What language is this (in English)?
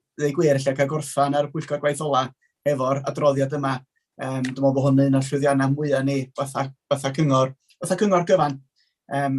Welsh